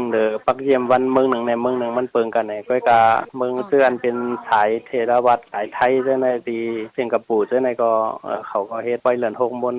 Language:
Shan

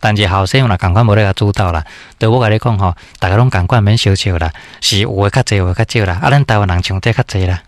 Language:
Min Nan Chinese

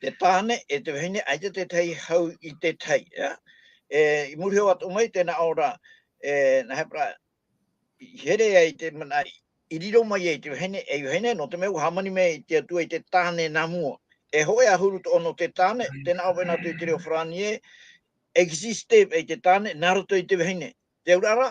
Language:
Tahitian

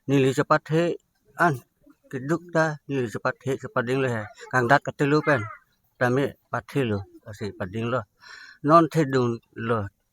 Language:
Karbi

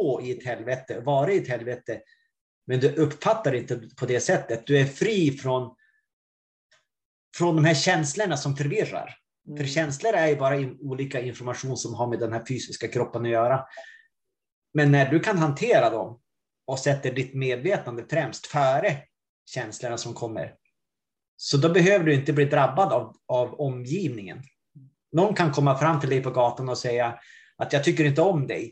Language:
Swedish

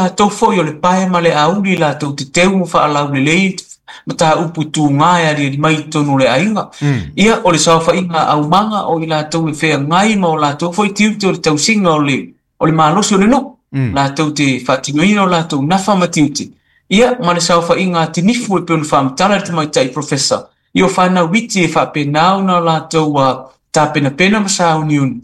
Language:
Samoan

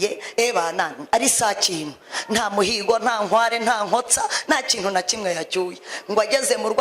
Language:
Kinyarwanda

